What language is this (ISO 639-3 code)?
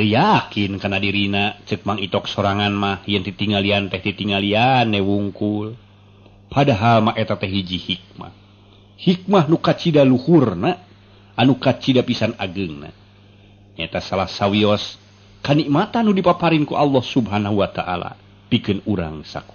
sun